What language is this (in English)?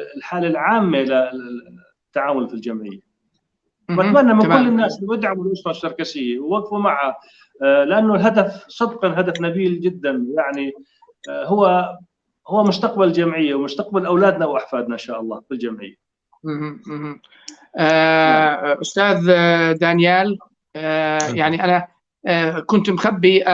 North Levantine Arabic